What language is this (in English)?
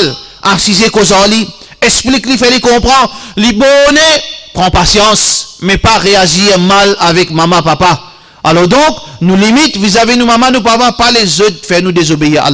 Morisyen